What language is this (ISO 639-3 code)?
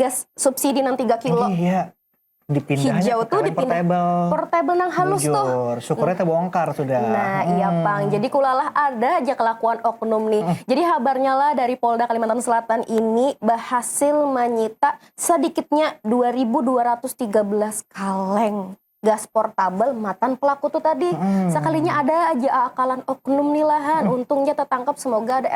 bjn